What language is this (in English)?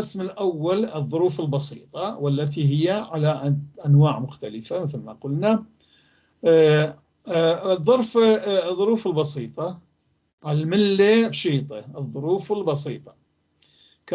North Levantine Arabic